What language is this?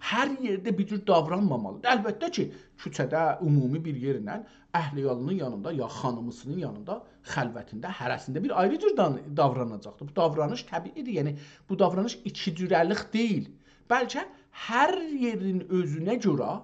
South Azerbaijani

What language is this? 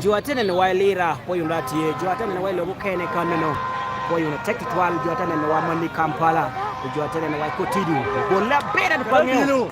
Lango (Uganda)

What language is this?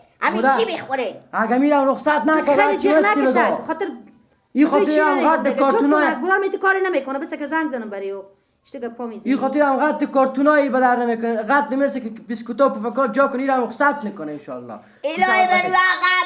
Persian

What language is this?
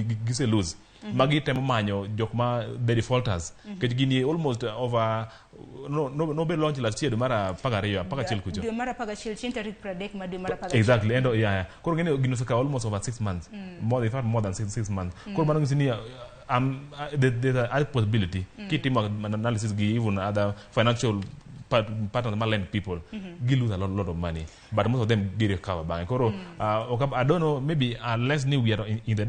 Luo (Kenya and Tanzania)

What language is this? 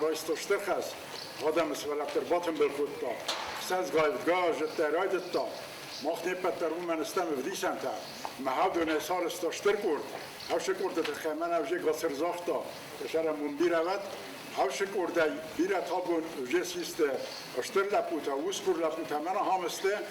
Ossetic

